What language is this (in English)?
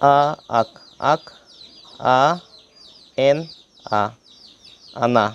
Santali